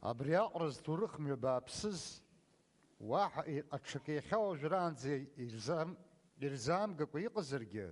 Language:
Abkhazian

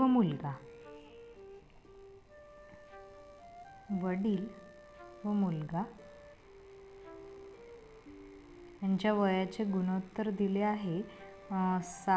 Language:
Marathi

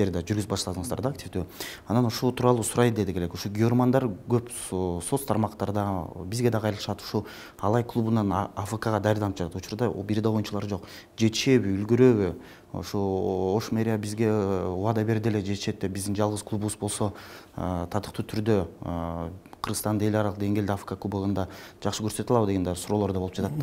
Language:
Kyrgyz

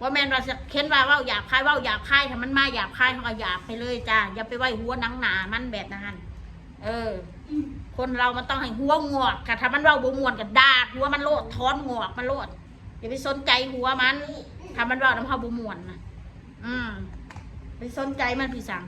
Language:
Northeastern Thai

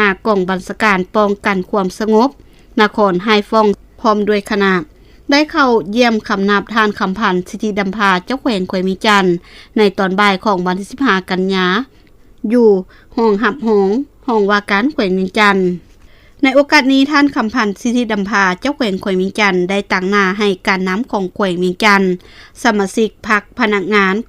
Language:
Lao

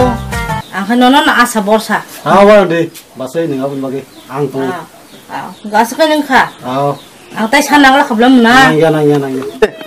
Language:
Kok Borok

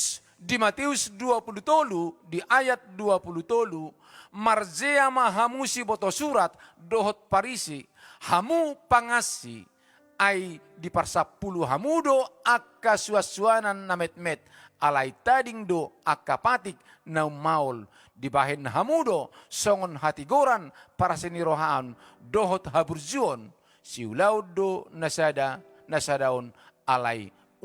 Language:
Batak Toba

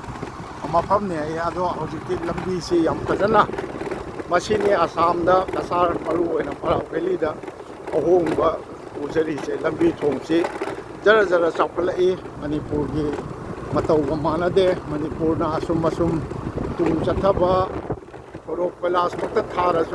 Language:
Manipuri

